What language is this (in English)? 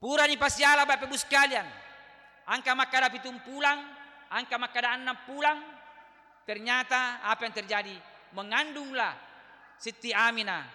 Buginese